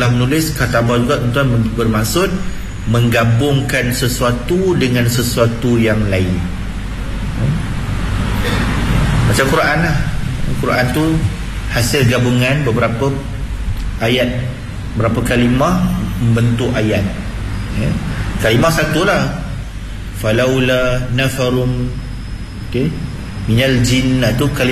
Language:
Malay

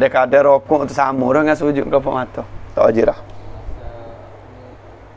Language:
Malay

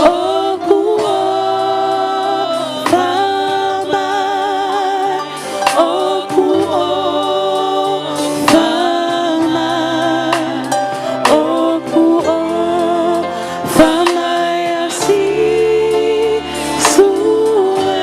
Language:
Tongan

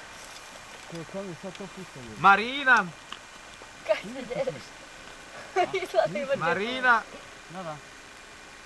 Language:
Croatian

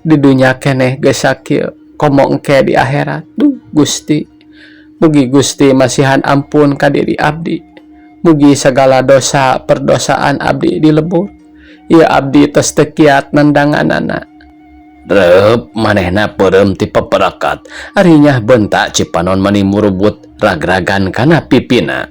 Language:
Sundanese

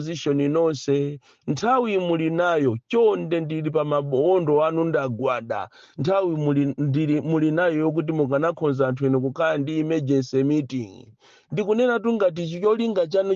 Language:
Nyanja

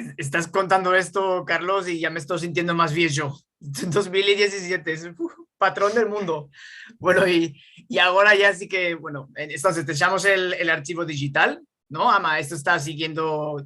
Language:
Ladino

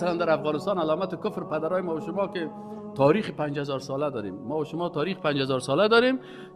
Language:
Persian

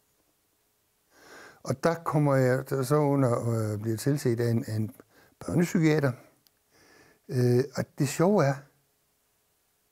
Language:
Danish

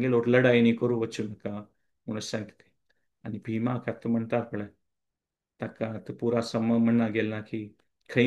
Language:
Konkani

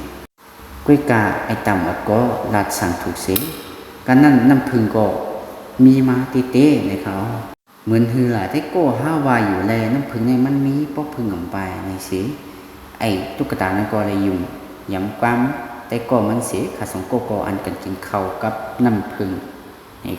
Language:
Shan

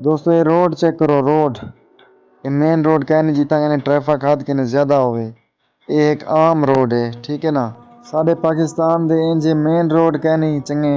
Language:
Saraiki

